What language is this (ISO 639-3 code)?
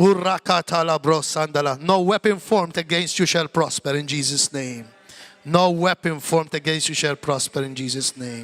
mlt